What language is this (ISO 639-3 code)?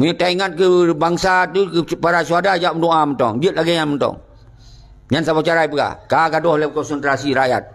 ace